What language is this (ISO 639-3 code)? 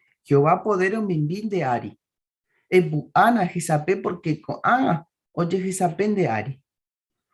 grn